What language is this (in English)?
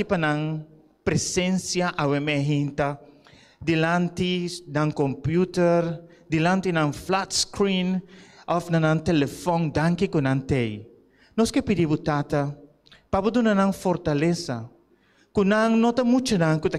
Papiamento